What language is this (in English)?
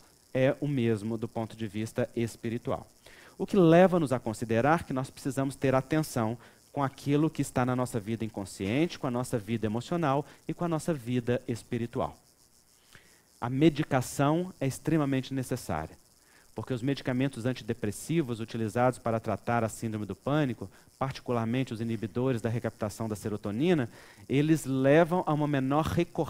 Portuguese